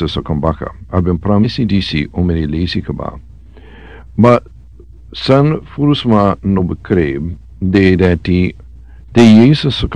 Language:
Sranan Tongo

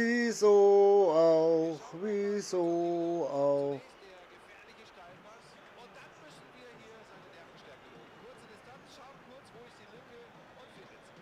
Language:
Bavarian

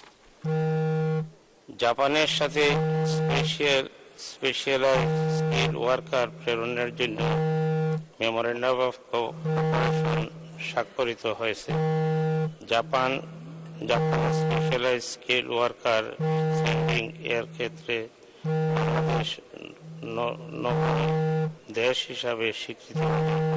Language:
Bangla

